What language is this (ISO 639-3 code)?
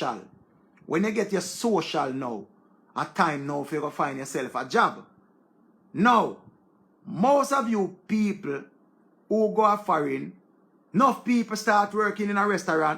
jam